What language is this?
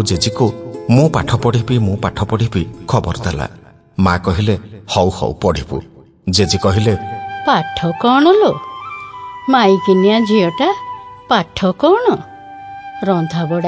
Odia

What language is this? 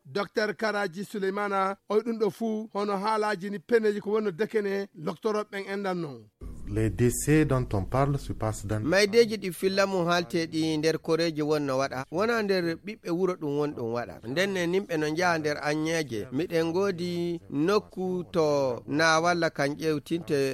Fula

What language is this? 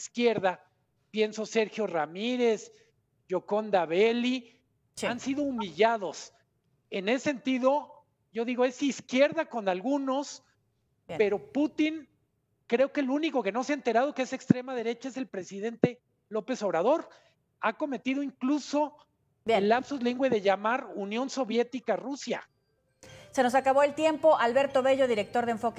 Spanish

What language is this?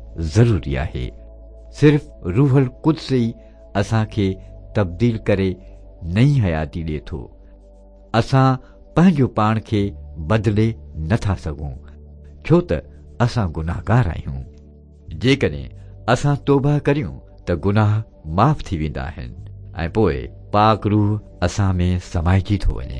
Sindhi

